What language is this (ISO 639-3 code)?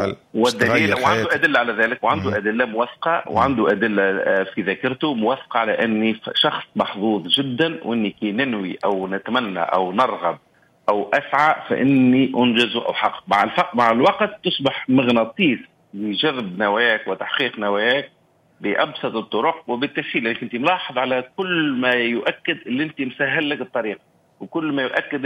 aeb